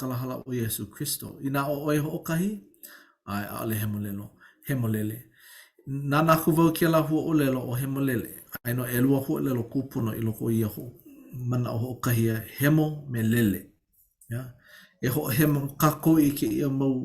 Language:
Hawaiian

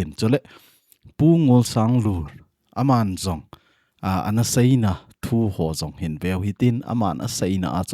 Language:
Thado Chin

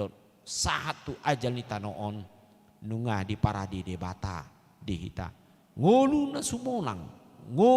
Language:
Batak Toba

